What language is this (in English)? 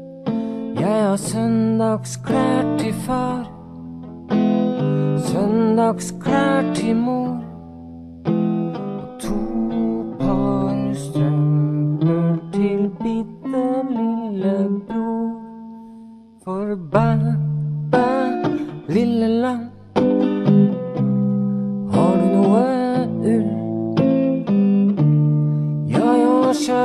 Norwegian